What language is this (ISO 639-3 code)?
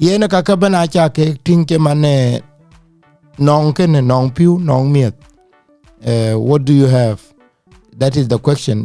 din